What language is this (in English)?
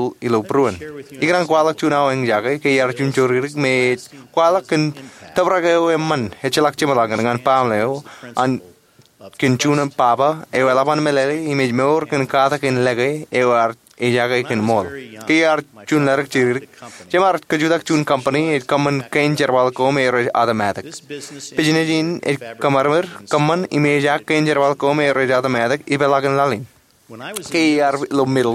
Marshallese